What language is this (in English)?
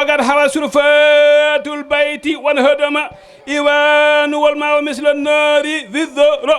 Fula